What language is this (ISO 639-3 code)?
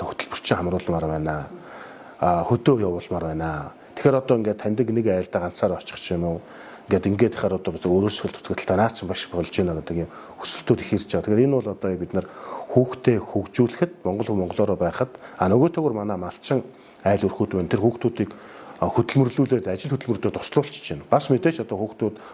mon